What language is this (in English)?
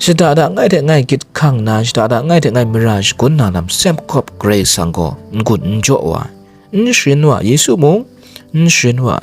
Kachin